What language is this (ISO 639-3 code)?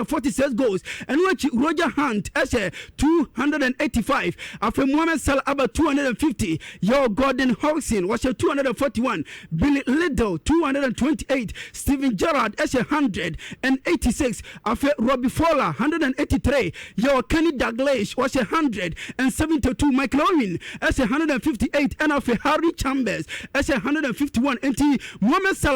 aka